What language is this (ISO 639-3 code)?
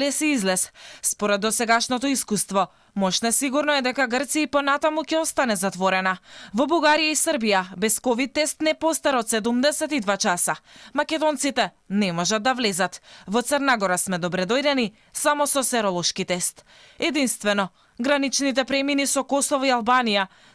mkd